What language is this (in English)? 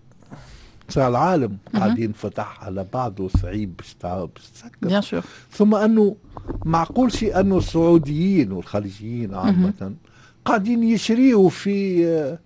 Tunisian Arabic